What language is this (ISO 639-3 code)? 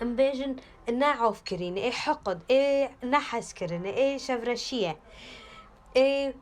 kur